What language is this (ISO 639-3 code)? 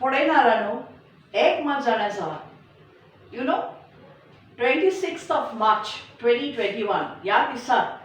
kok